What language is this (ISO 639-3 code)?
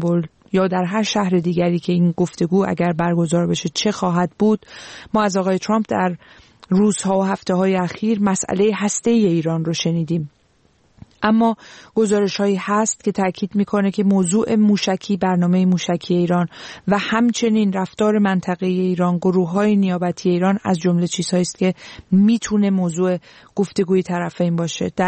fas